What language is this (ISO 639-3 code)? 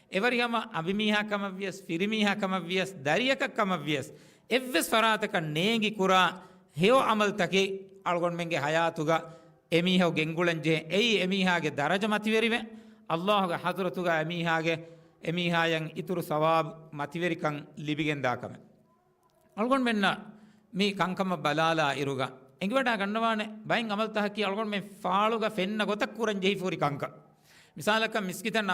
div